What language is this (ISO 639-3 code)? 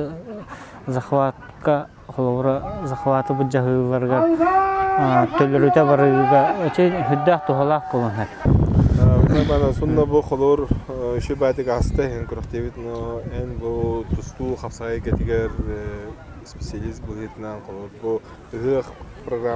sah